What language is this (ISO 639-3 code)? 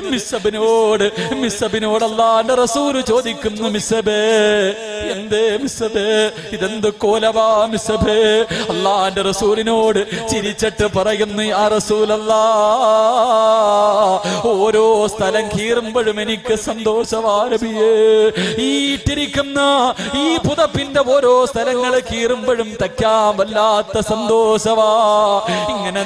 mal